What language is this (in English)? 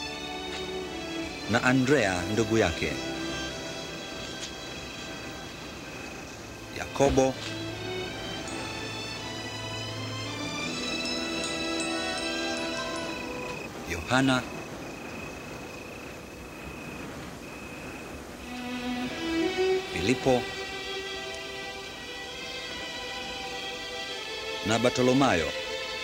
Swahili